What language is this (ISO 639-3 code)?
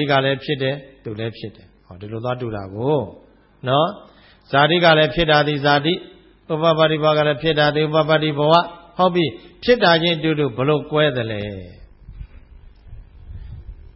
mya